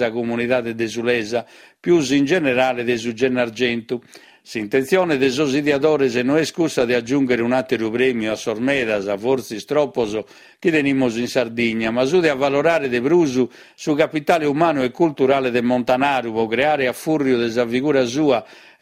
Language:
Sardinian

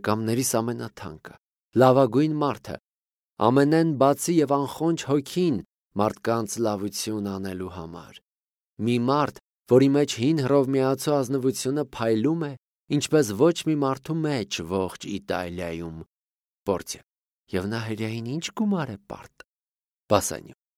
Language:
Armenian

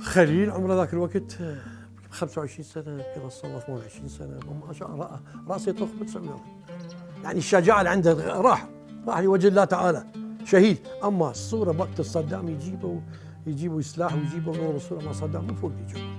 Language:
Mesopotamian Arabic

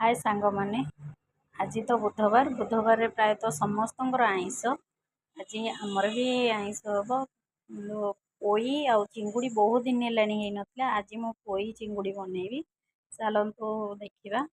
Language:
Odia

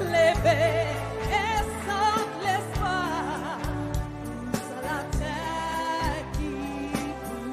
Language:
Seselwa Creole French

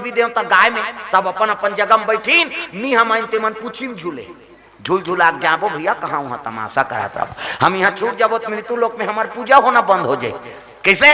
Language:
Chhattisgarhi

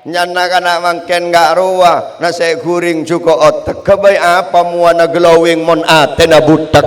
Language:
Madurese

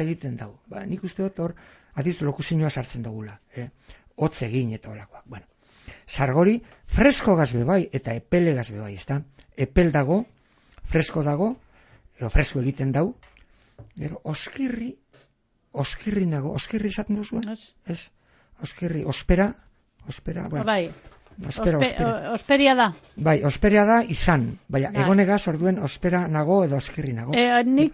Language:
Basque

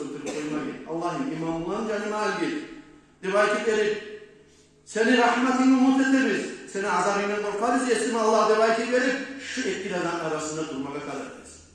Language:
Kumyk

